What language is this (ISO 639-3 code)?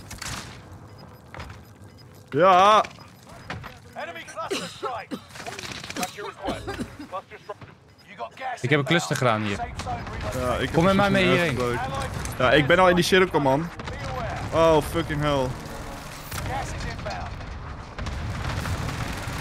nld